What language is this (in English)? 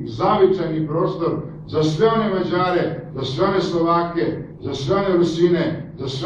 Serbian